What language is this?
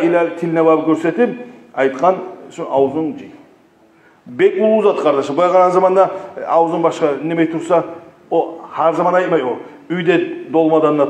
Kumyk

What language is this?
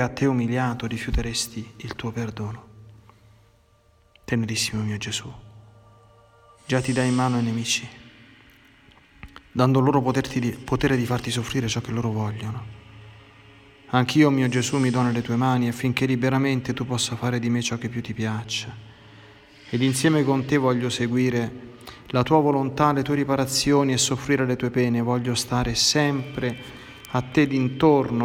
Italian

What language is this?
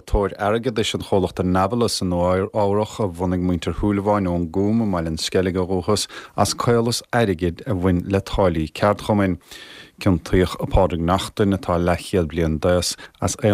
Irish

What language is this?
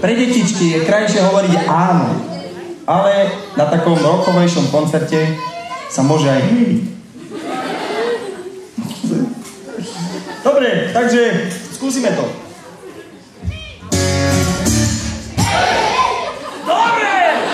Slovak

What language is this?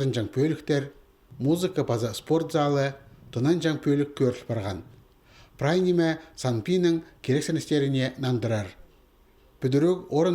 Khakas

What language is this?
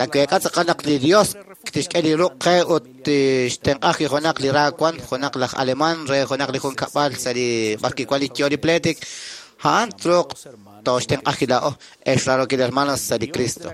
Kekchí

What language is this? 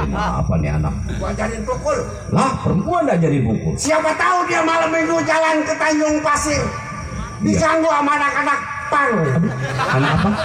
Betawi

